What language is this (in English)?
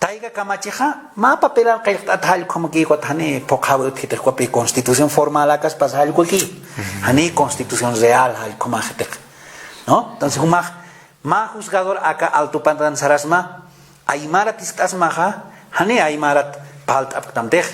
Aymara